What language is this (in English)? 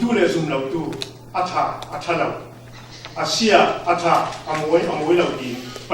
Falam Chin